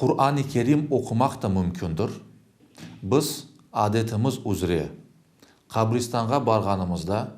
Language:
Crimean Tatar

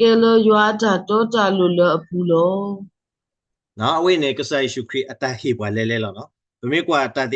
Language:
S'gaw Karen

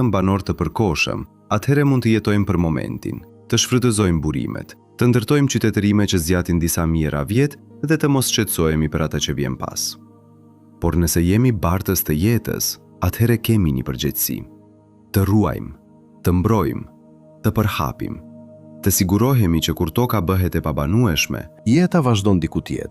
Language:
Albanian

